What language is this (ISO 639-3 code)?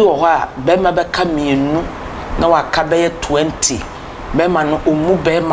aka